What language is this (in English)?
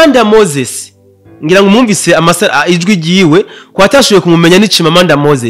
Rundi